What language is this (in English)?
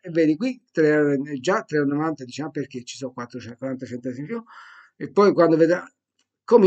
Italian